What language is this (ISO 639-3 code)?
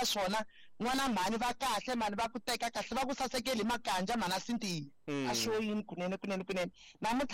tso